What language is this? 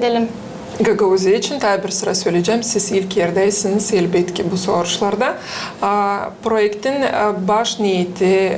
Gagauz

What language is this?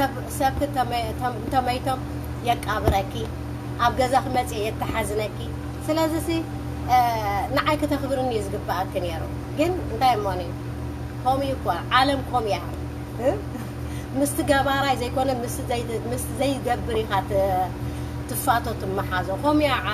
Tigrinya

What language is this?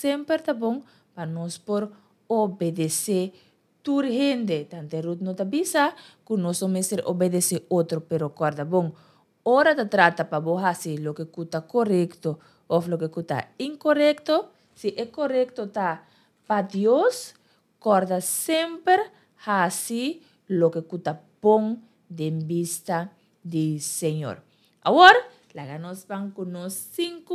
Papiamento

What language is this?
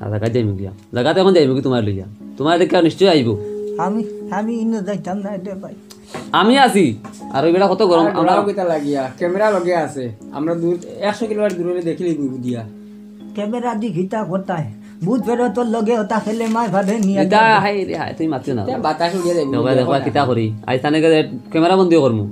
Sylheti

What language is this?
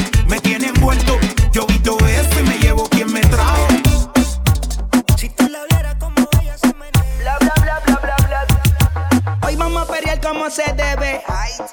Spanish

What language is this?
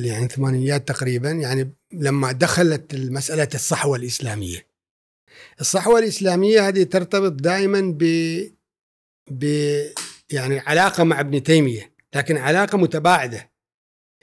Gulf Arabic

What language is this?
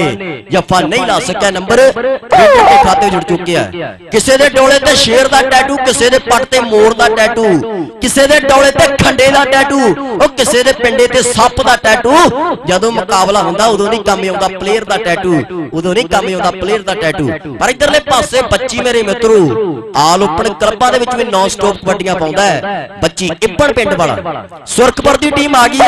Punjabi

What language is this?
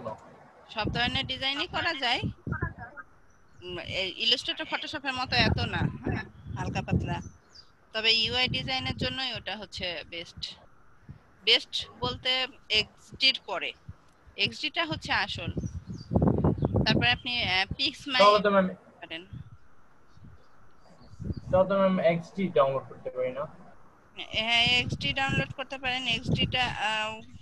Bangla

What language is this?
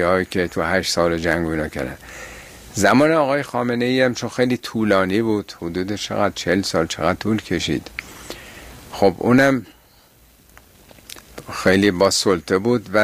Persian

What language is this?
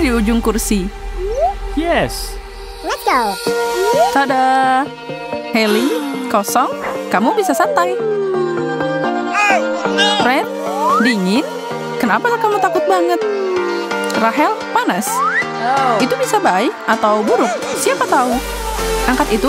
Indonesian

